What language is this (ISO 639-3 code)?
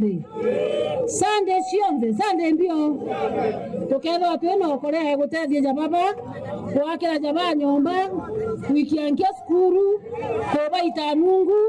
mer